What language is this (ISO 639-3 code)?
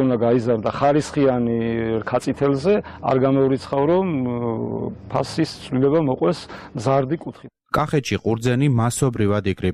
kat